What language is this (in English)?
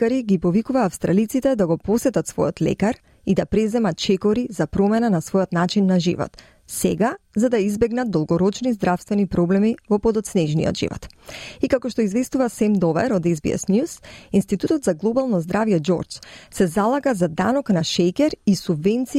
Macedonian